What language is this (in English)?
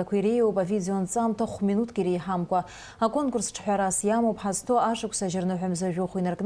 Abkhazian